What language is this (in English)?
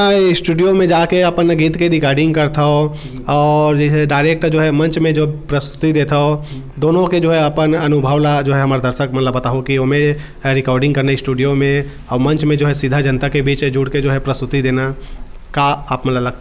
Chhattisgarhi